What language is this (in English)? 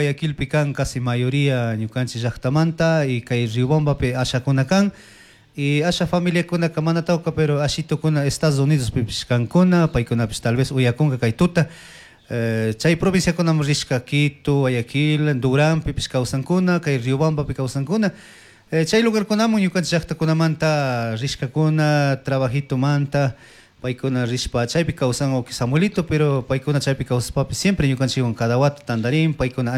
Chimborazo Highland Quichua